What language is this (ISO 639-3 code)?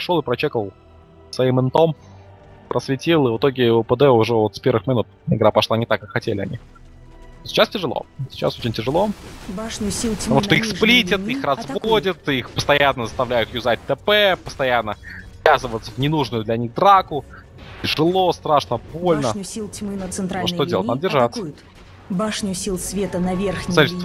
rus